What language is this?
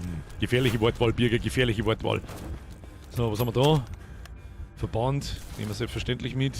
Bavarian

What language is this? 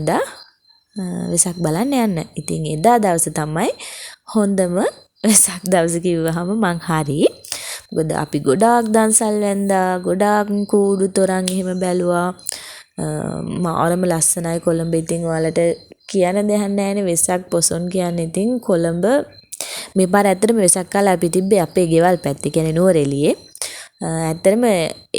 Sinhala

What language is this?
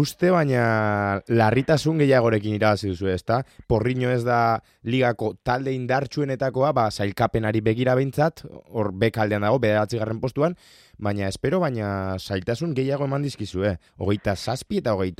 Basque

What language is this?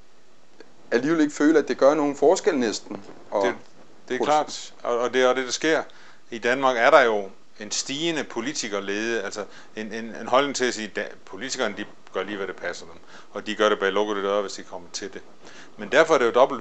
Danish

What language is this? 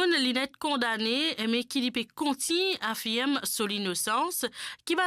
Morisyen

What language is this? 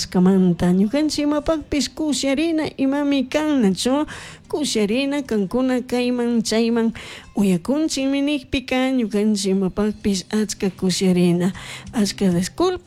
Chimborazo Highland Quichua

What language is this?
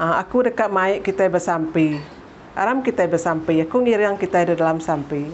Iban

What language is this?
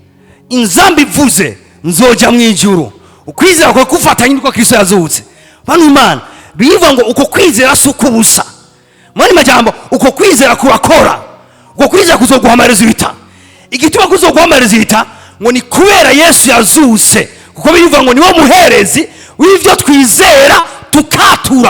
Rundi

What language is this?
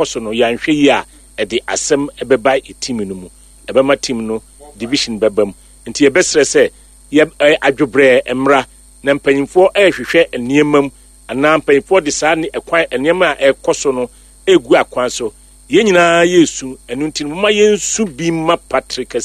Akan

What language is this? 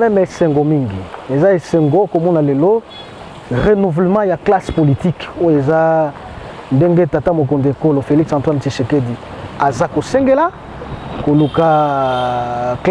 Lingala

